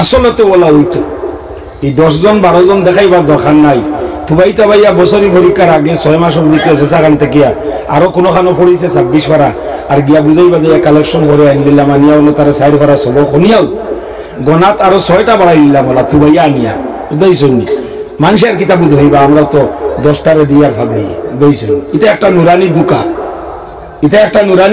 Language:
Sylheti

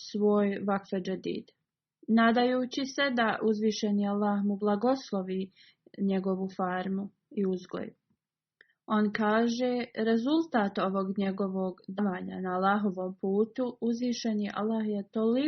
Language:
Bosnian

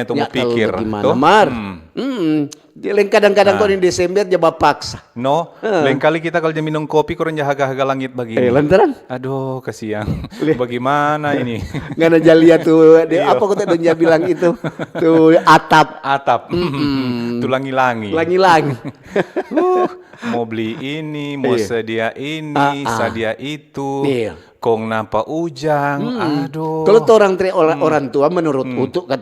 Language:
Manado Malay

